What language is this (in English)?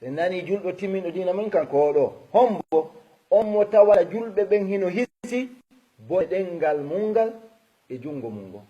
Fula